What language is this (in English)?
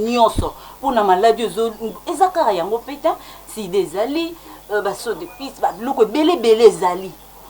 Lingala